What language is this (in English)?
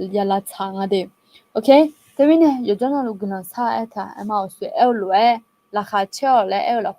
Akha